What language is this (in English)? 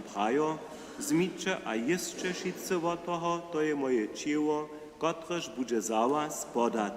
Upper Sorbian